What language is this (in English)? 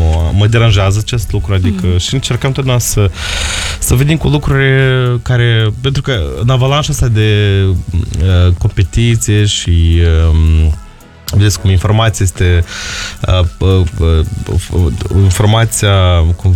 Romanian